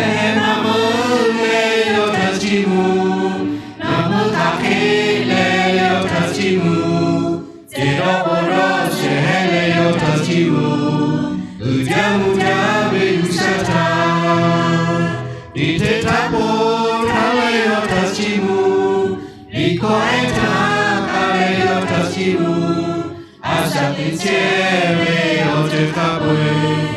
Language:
Lahu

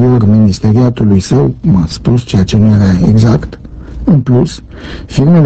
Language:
Romanian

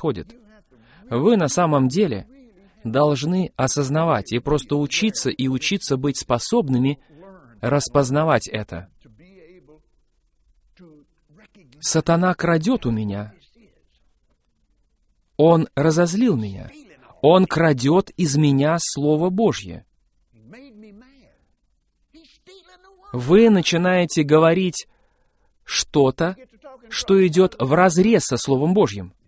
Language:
Russian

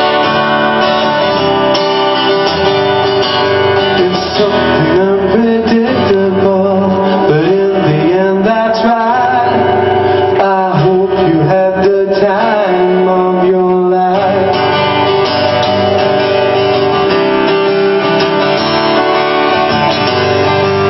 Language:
English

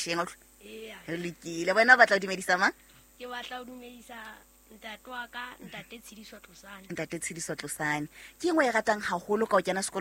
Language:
Southern Sotho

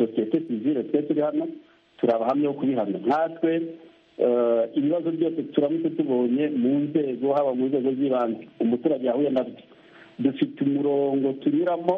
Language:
Kinyarwanda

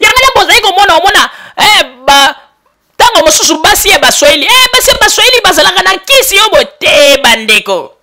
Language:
Lingala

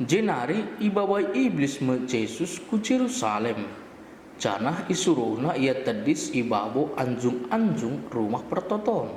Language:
Batak Karo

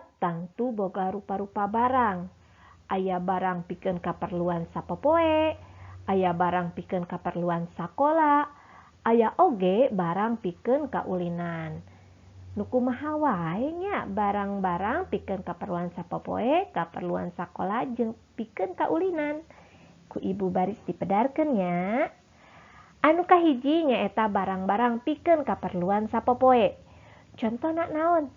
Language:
Sundanese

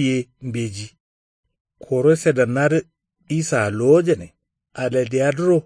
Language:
Kanuri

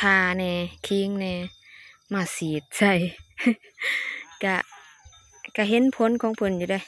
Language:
Lao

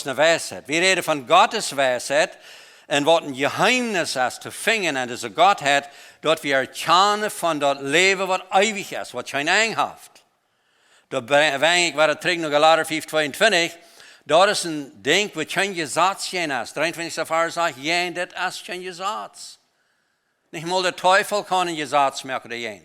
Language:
Plautdietsch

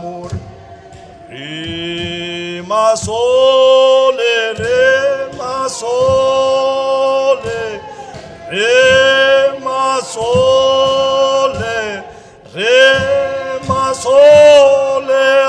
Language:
Tswana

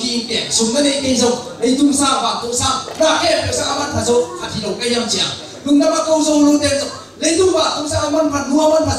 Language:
Tedim Chin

